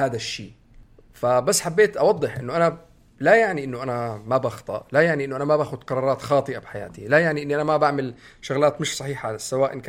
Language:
North Levantine Arabic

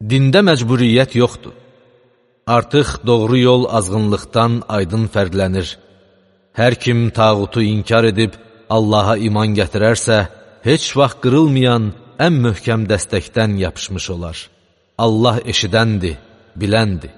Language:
Azerbaijani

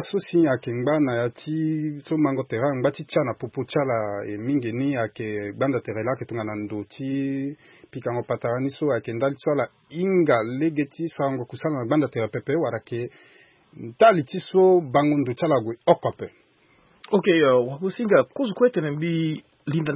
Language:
Sango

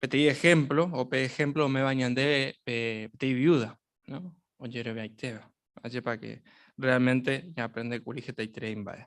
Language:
Guarani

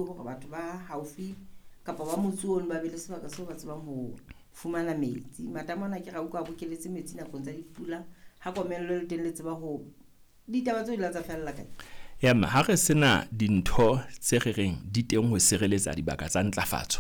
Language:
Southern Sotho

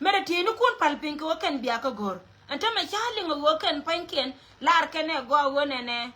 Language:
Nuer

